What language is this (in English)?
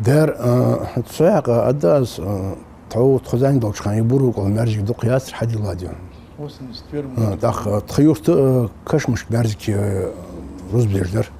Ingush